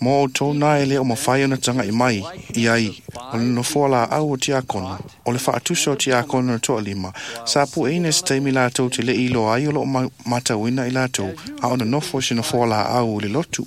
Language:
Samoan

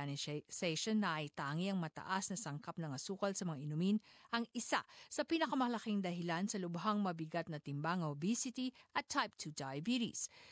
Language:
Filipino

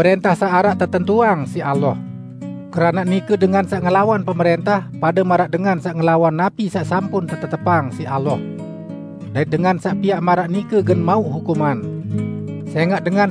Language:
Sasak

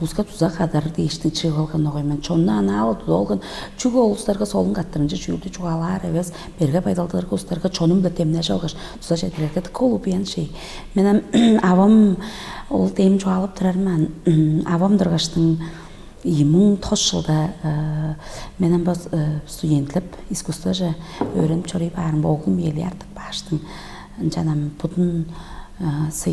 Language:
Tuvinian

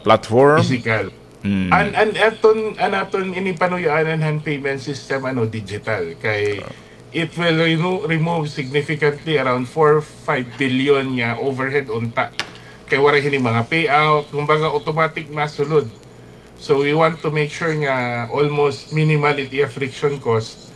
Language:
Waray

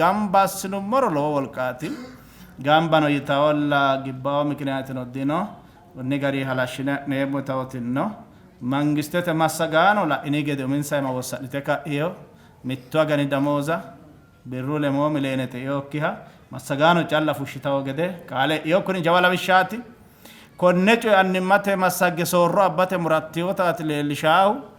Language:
Sidamo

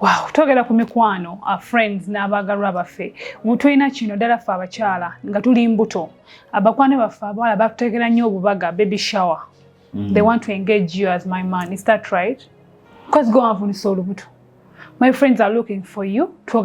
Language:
Ganda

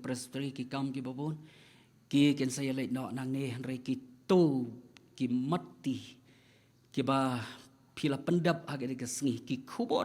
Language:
Khasi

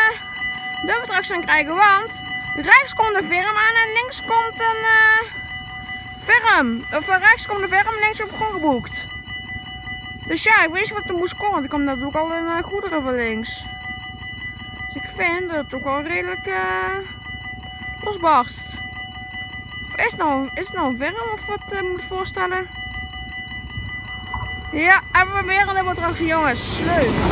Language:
Dutch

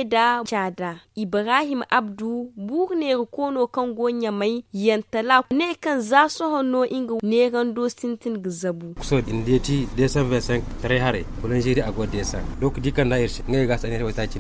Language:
Zarma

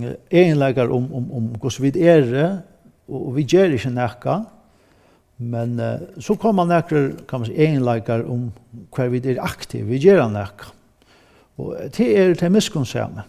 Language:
Faroese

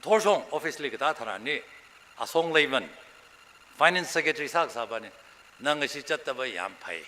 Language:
Tangkhul Naga (India)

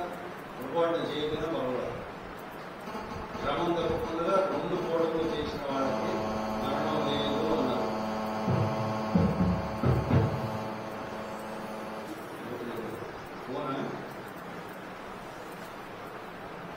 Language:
Telugu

